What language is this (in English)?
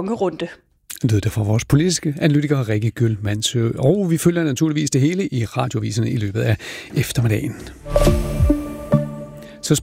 Danish